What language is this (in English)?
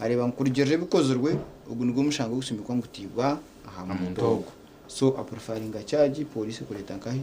Nyankole